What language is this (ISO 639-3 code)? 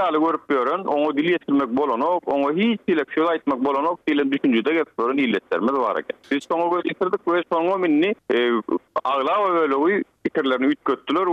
tuk